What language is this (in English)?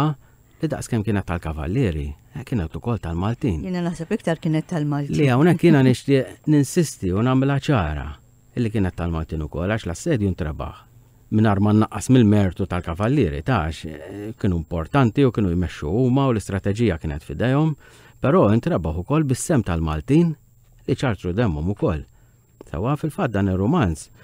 Maltese